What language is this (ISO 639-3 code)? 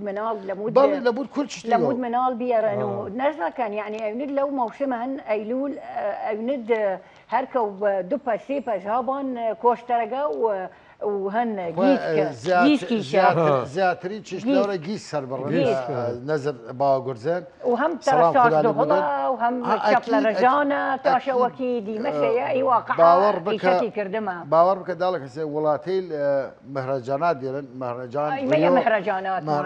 sdh